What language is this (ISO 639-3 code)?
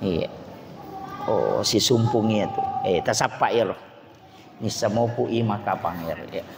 bug